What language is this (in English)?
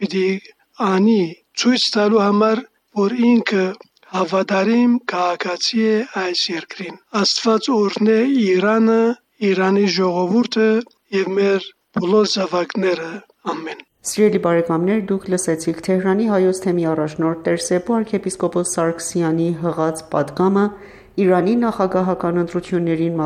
Armenian